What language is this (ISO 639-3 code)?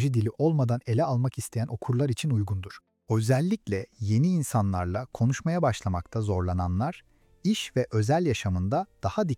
tur